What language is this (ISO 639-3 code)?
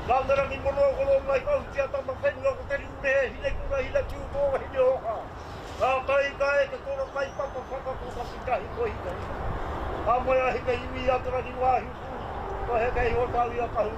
mri